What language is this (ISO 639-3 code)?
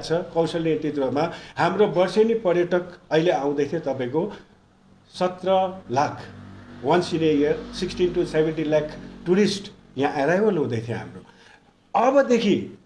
nep